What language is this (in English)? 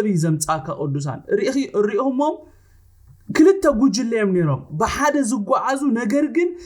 Tigrinya